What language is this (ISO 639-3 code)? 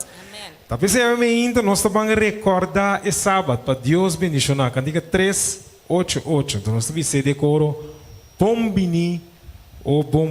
pap